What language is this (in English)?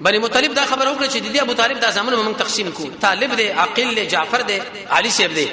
Pashto